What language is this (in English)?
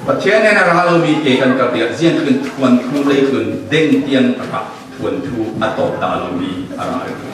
Falam Chin